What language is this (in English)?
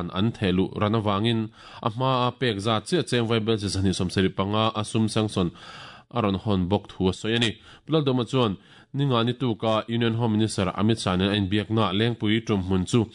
Mizo